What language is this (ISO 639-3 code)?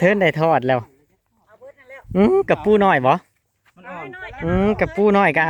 tts